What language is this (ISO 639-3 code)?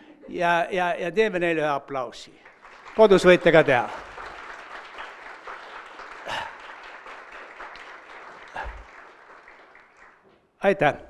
est